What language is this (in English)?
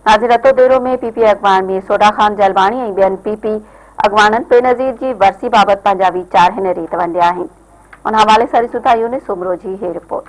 Sindhi